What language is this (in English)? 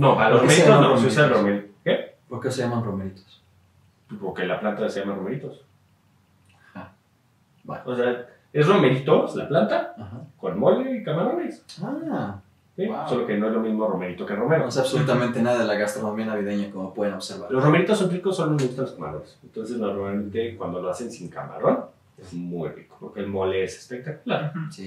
Spanish